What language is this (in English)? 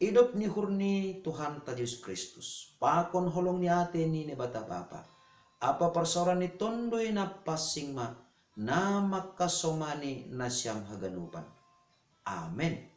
Batak Simalungun